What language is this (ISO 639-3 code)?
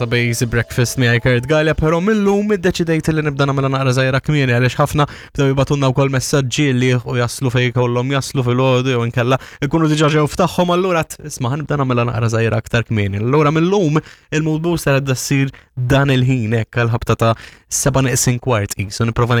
mlt